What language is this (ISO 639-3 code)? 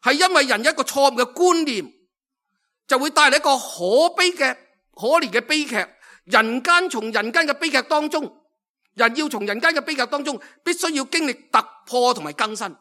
yue